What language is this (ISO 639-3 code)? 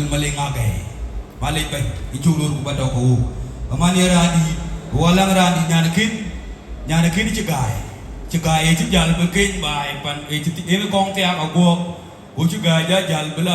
din